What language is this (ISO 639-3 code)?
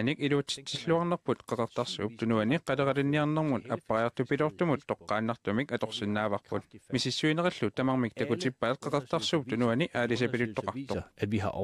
kal